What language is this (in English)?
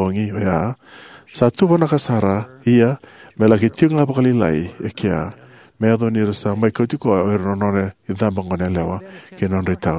Fijian